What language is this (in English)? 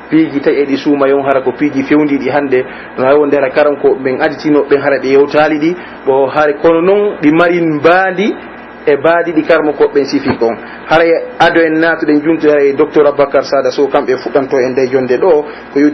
Pular